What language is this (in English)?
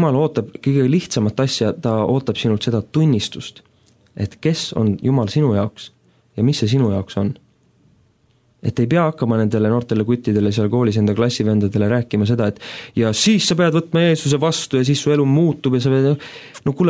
Estonian